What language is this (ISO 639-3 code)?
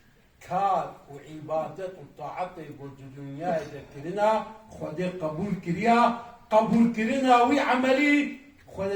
kur